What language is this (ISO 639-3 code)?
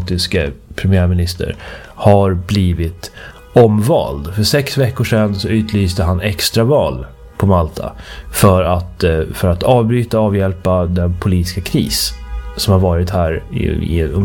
swe